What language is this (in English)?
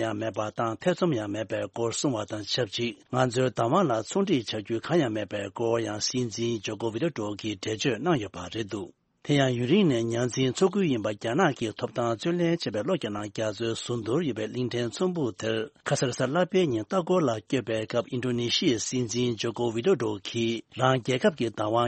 Tibetan